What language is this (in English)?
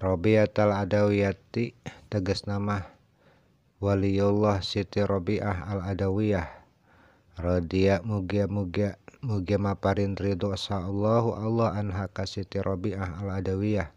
Sundanese